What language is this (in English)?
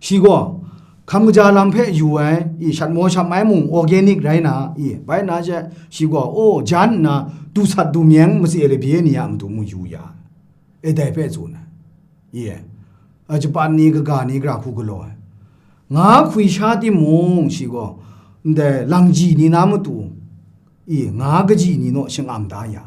Kachin